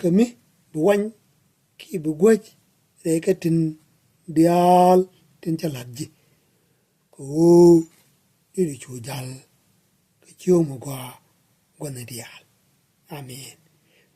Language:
Nuer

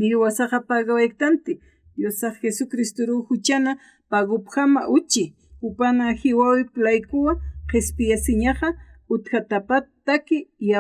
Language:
Aymara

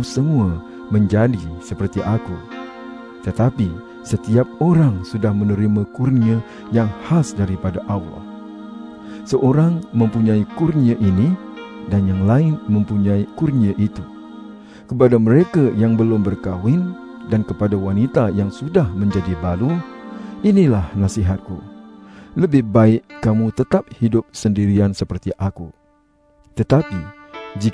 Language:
Malay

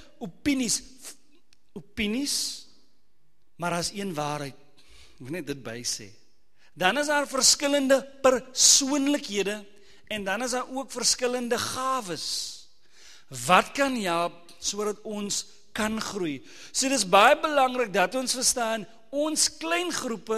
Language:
Afrikaans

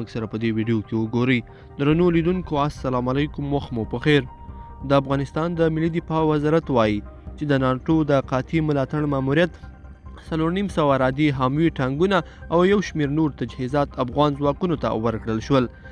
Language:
Pashto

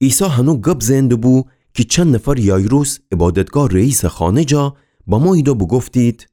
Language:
Gilaki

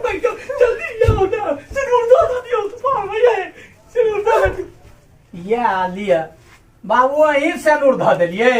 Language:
Maithili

